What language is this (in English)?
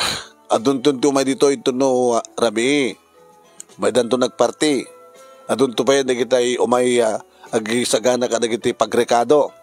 Iloko